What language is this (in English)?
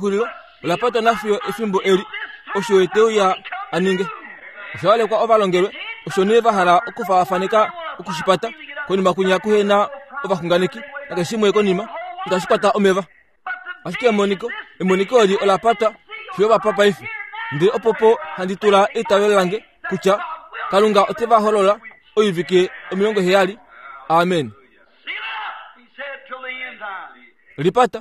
Kuanyama